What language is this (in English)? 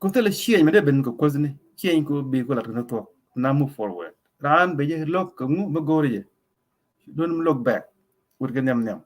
Nuer